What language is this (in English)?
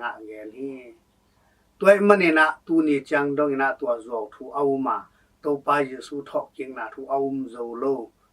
Tedim Chin